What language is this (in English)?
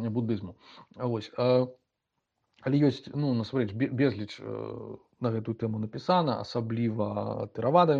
Belarusian